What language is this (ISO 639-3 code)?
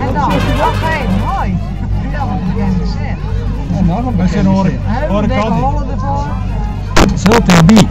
fry